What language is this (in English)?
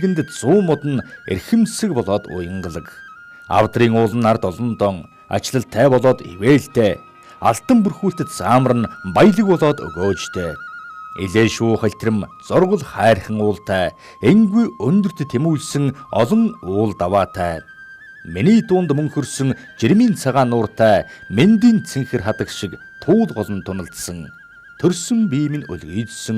Mongolian